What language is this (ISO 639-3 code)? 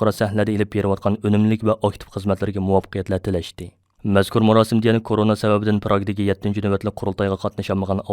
uig